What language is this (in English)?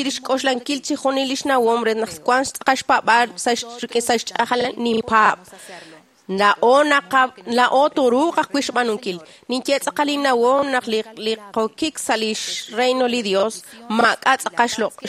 Kekchí